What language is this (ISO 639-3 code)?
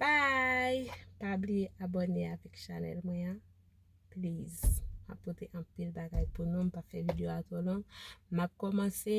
hat